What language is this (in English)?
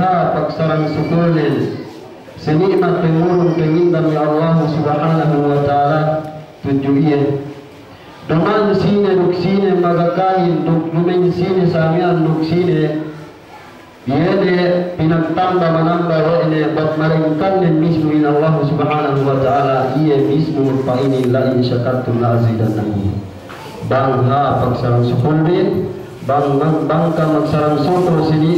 Yakan